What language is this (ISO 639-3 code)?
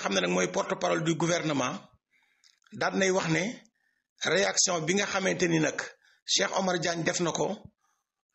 wol